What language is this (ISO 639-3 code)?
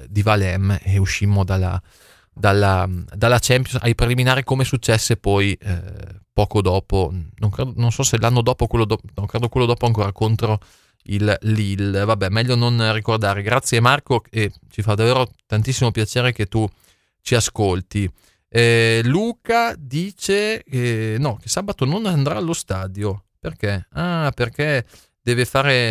ita